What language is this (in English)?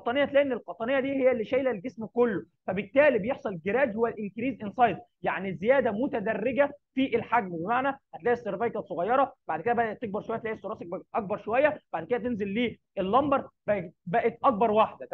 Egyptian Arabic